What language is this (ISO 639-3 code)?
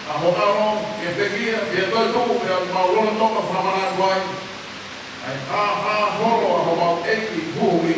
ton